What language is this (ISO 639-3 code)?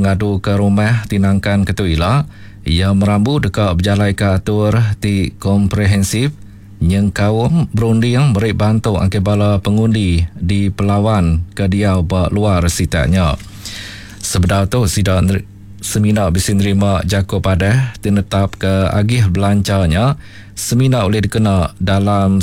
iba